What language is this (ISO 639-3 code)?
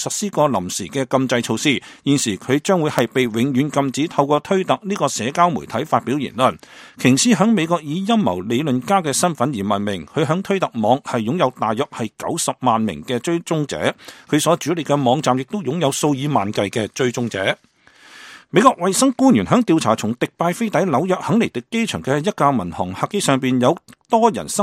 yue